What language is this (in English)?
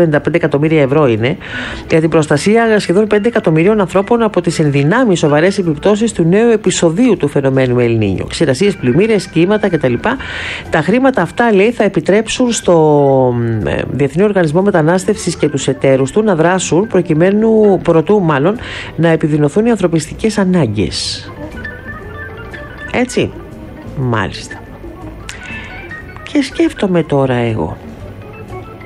Greek